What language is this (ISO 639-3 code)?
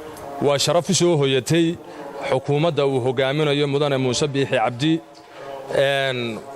som